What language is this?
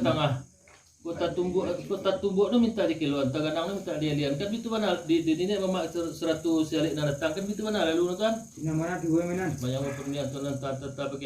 Minangkabau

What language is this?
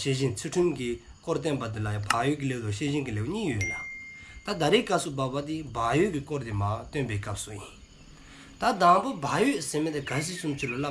Dzongkha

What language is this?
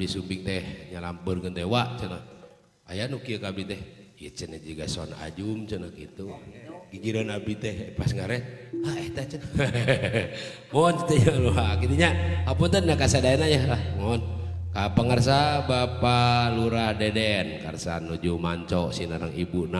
Sundanese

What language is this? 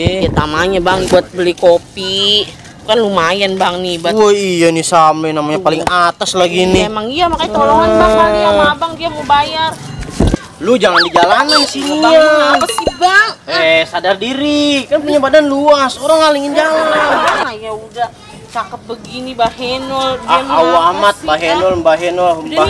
Betawi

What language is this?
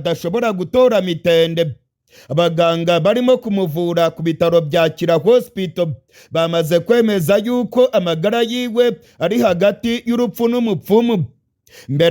Rundi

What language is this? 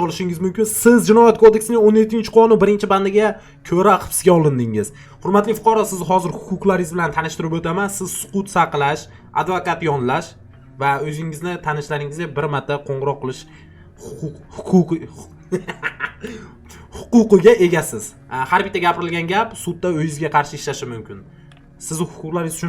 Uzbek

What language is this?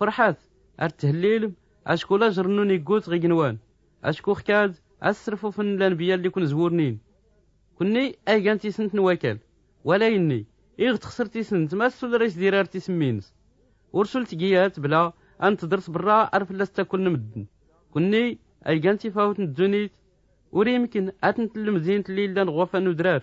Tachelhit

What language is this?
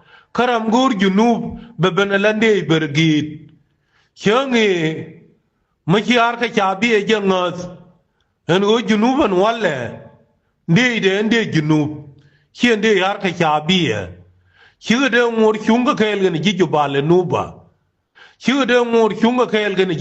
Nuer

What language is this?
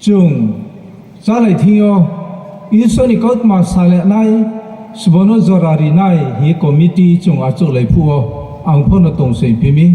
Riang (India)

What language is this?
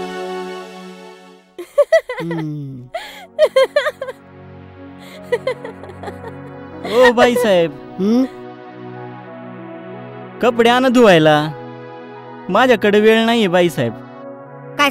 Marathi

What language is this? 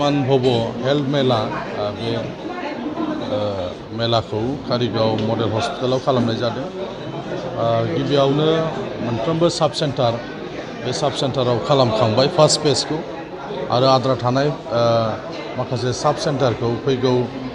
Bodo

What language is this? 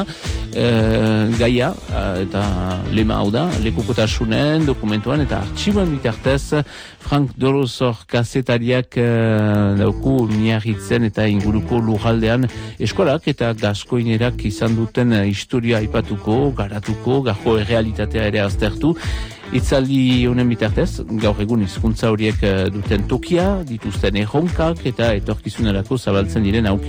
Basque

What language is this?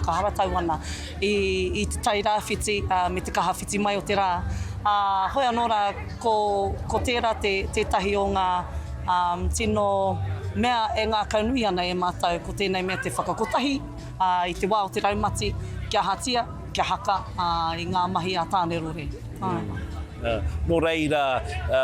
Māori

